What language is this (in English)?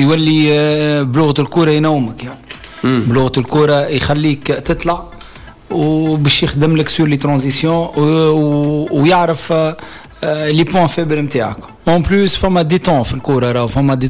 Tunisian Arabic